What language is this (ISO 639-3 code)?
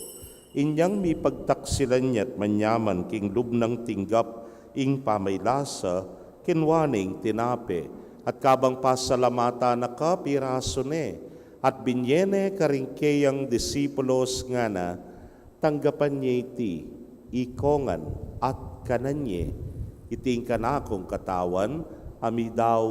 pam